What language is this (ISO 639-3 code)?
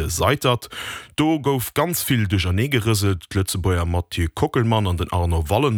ltz